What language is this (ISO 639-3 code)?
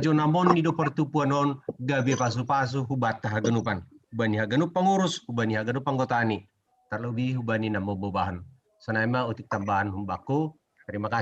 bts